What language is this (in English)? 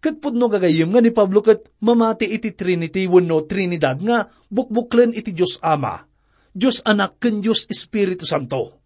Iloko